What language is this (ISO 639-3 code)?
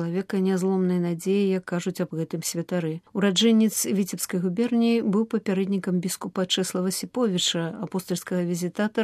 bel